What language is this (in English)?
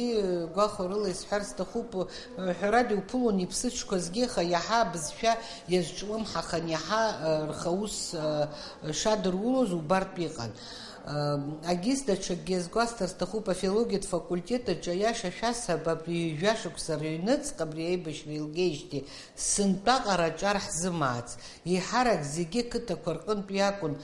Abkhazian